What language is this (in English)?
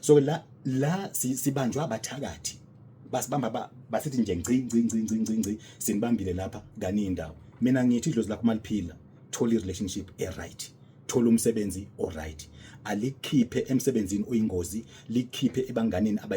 Zulu